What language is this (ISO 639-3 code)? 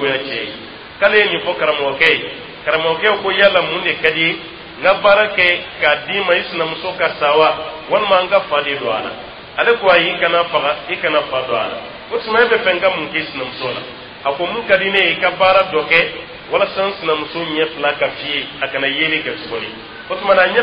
dyu